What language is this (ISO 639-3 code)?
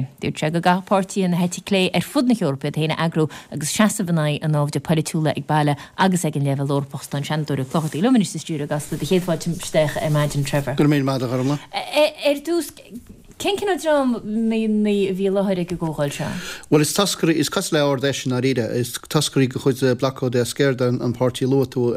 gle